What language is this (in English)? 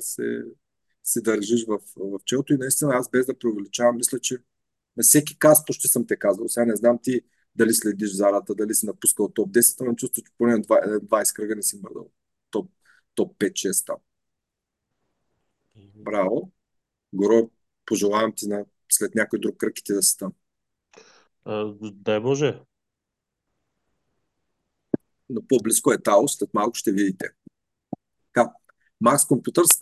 Bulgarian